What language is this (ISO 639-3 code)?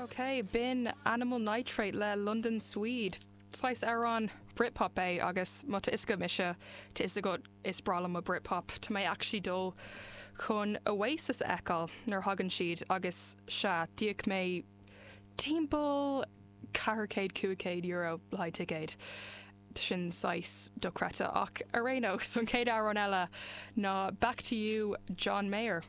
gle